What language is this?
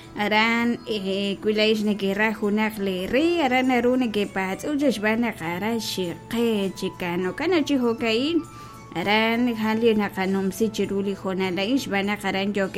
Kekchí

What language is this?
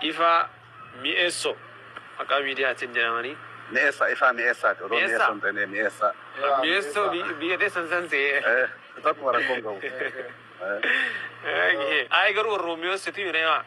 Oromo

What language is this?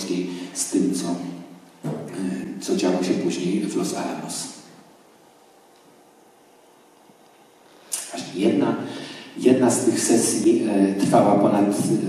Polish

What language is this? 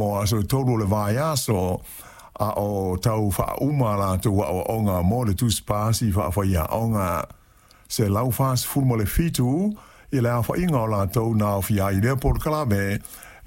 Samoan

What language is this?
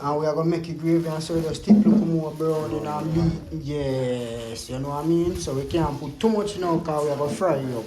Jamaican Creole English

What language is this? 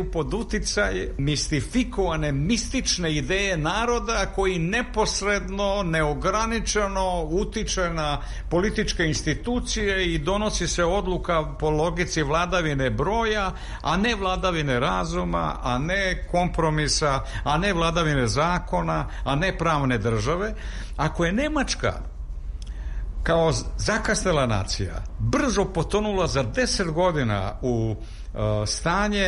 Serbian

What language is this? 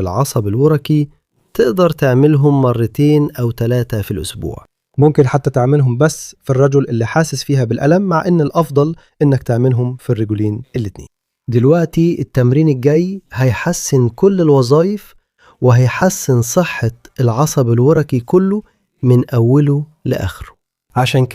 Egyptian Arabic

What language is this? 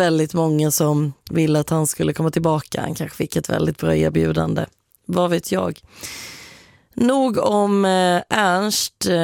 Swedish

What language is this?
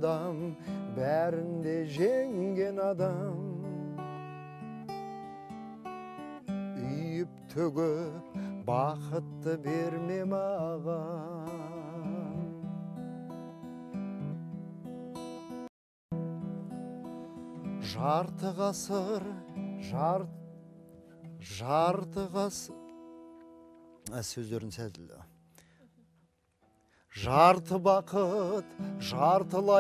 Kazakh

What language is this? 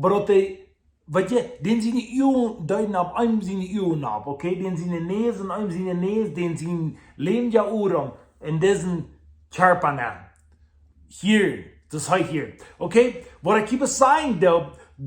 Plautdietsch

